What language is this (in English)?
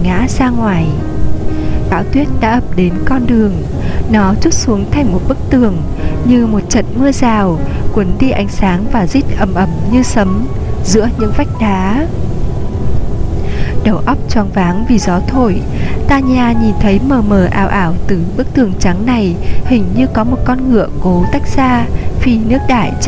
Vietnamese